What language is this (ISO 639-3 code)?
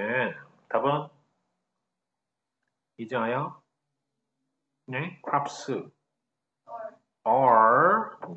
kor